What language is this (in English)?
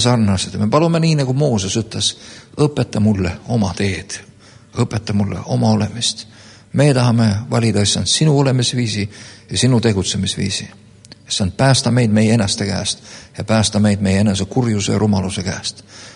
Estonian